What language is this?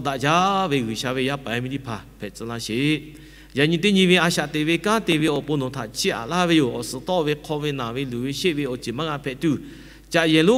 Lahu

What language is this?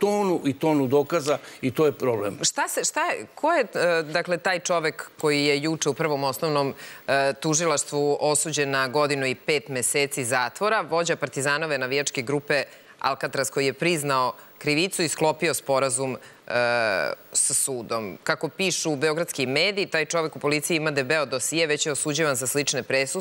Serbian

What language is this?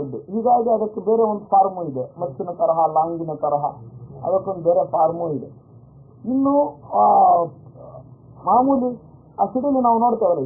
Kannada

